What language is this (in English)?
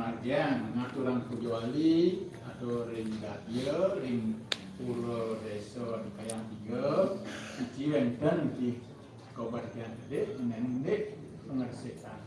Balinese